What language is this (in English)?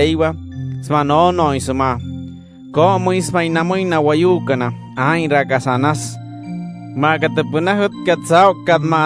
Wayuu